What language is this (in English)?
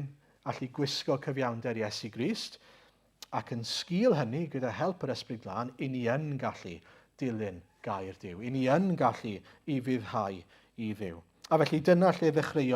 Welsh